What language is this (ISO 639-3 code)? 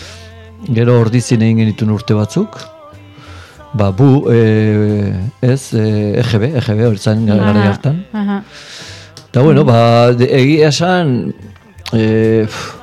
eus